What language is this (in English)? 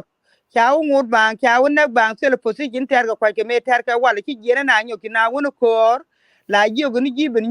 Nuer